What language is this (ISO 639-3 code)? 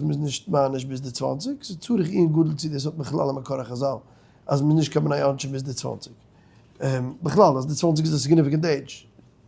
yid